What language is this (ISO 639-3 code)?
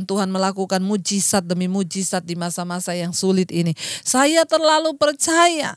ind